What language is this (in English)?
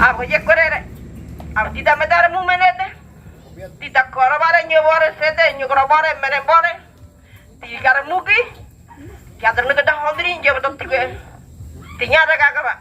Ngäbere